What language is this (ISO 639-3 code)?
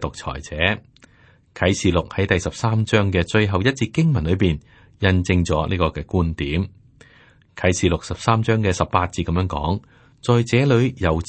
yue